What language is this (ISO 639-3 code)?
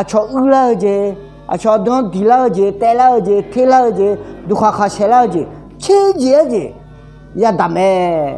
ahk